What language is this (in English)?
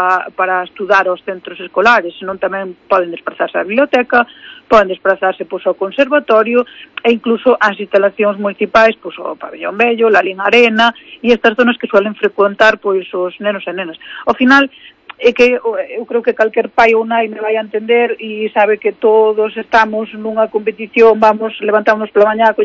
Galician